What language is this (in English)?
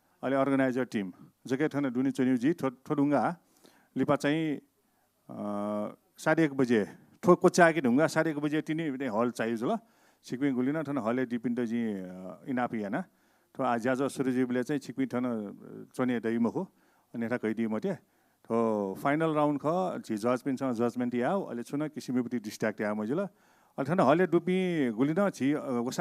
Newari